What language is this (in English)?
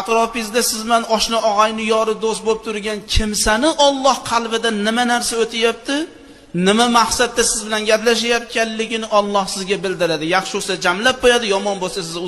Uzbek